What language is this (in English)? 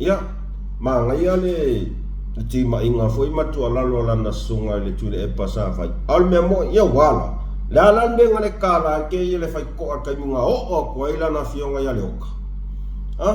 Samoan